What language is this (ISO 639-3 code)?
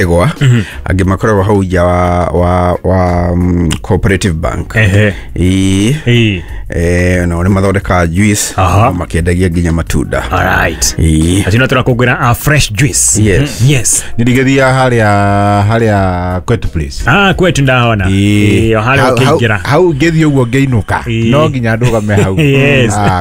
kik